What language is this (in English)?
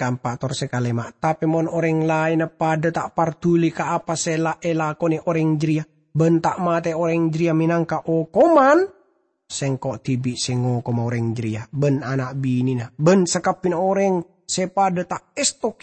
Madurese